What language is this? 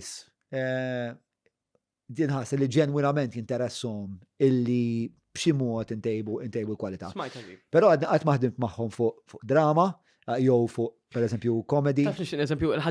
Maltese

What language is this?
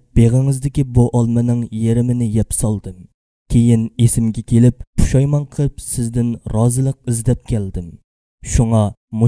Uyghur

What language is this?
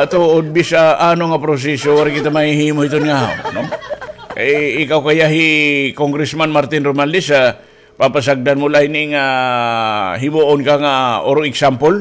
Waray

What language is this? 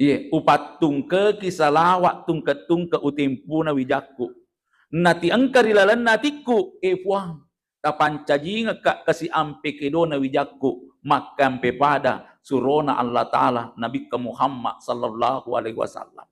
Buginese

